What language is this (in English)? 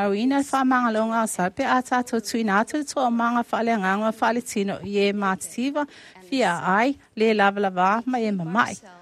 Samoan